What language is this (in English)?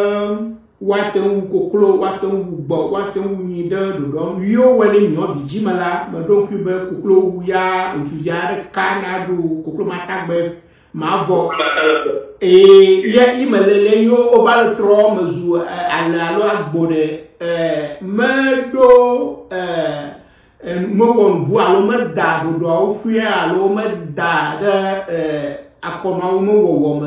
Ewe